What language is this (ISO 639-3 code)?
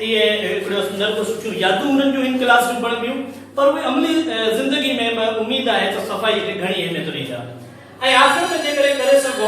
snd